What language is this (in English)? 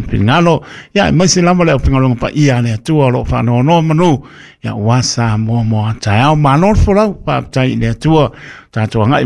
Samoan